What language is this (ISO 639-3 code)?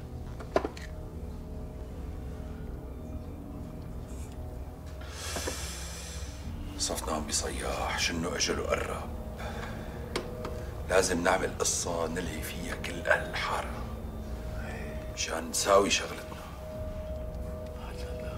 apc